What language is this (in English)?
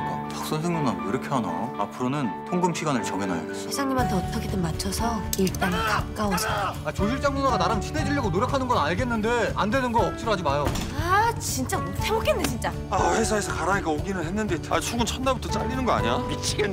Korean